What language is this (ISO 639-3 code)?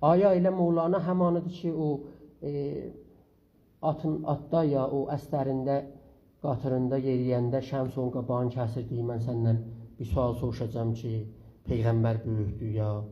azb